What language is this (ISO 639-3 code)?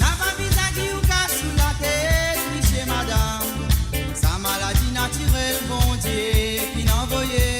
mfe